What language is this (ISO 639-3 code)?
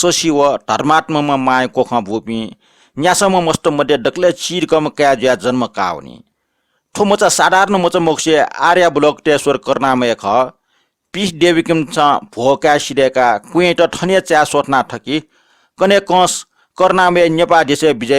new